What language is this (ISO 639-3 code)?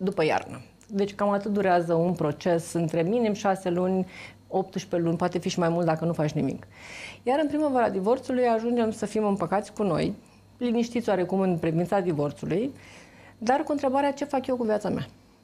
ron